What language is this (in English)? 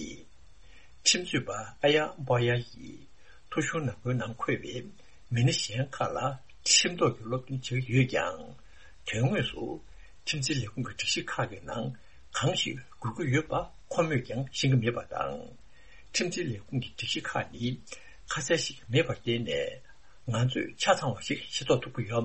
Tibetan